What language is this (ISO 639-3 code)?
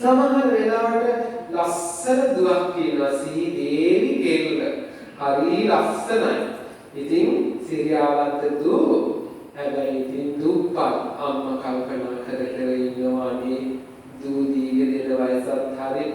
sin